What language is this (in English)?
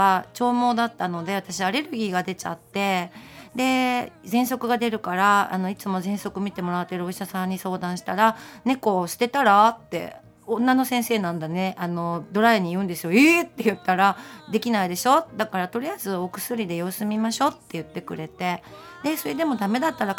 Japanese